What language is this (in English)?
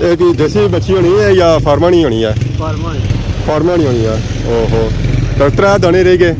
Pahari-Potwari